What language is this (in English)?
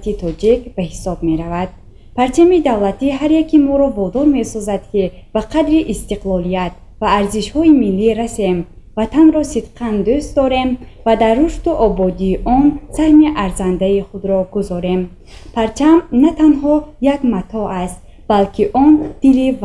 Tajik